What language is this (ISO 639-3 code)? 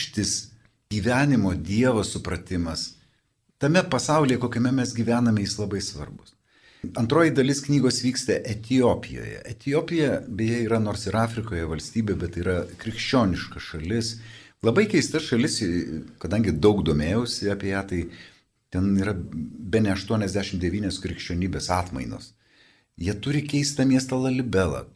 lit